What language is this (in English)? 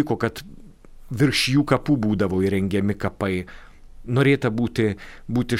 Lithuanian